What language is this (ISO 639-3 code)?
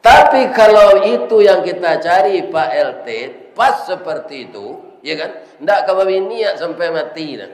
min